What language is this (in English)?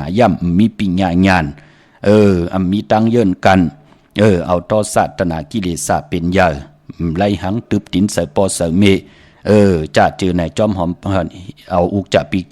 Shan